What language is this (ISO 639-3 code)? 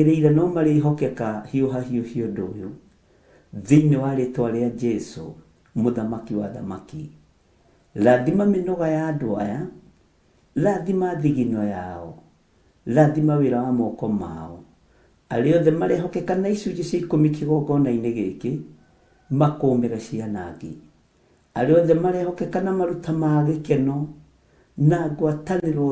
kik